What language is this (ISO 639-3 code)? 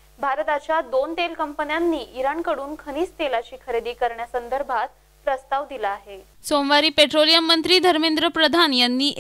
mar